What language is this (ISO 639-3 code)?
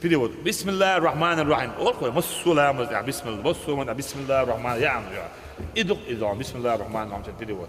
che